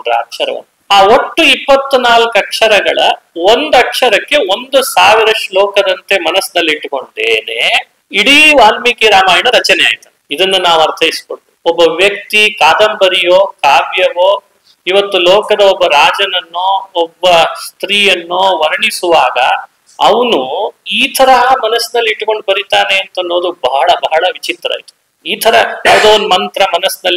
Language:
Kannada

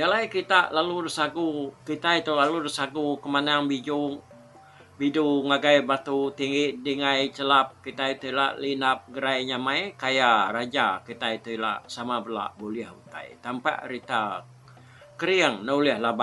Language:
Iban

